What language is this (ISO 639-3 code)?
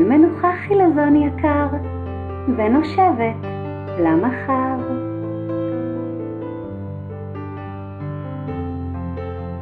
heb